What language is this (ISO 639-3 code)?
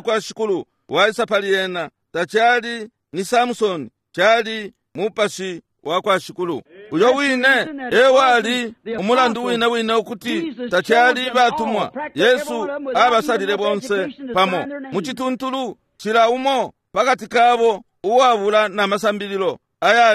bem